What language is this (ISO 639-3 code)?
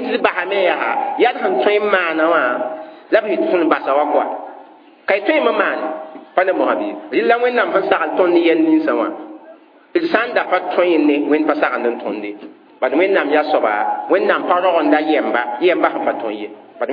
mos